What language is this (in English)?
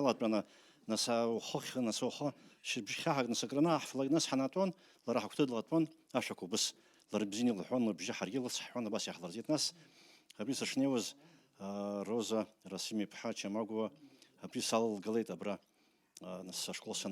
Abkhazian